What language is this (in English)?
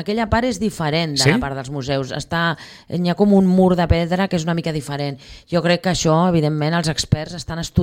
Catalan